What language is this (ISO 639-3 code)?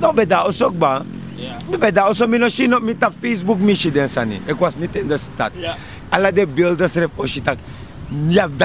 srn